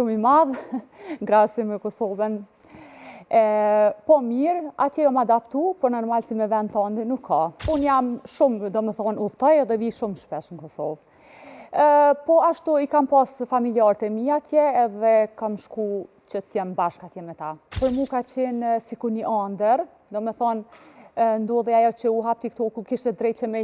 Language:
Albanian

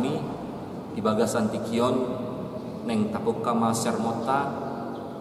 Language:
Batak Toba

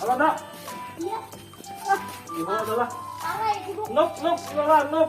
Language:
Banjar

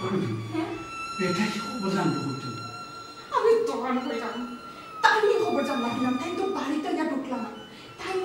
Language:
Sylheti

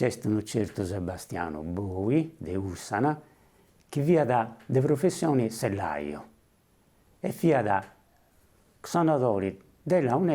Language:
Sardinian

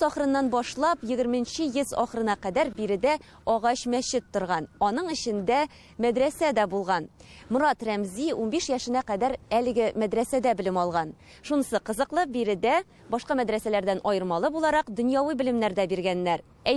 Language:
Tatar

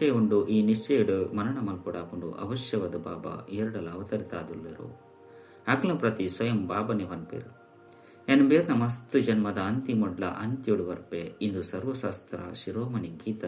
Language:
Tulu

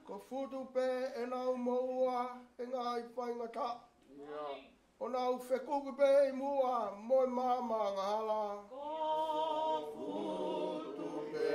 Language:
Tongan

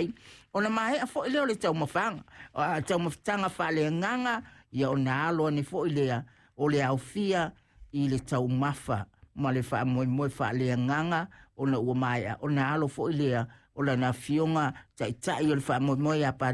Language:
Samoan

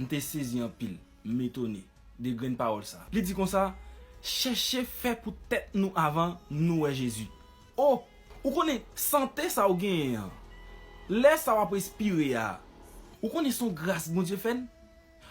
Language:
Haitian Creole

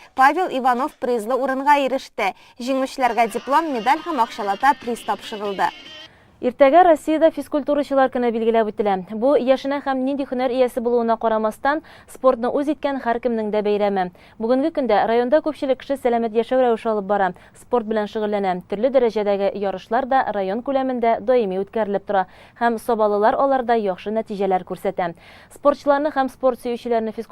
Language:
Tatar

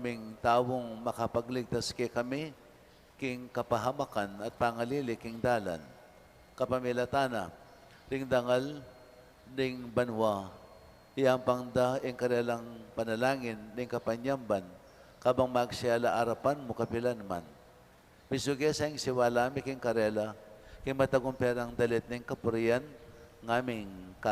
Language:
Pampanga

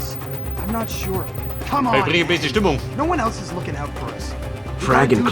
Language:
Bavarian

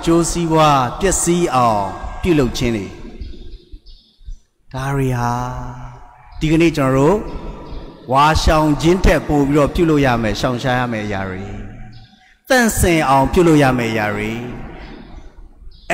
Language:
Burmese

